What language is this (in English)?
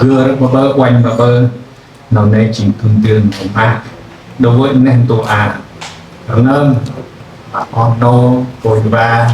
Central Mnong